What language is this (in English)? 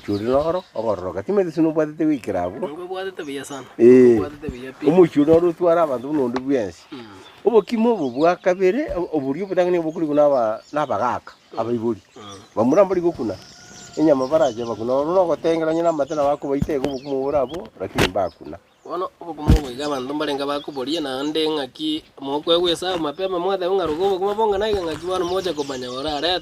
Gusii